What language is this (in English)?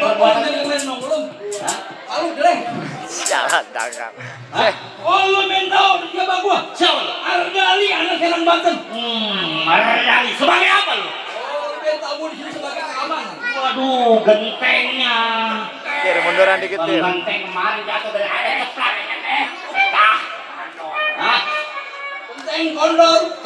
Betawi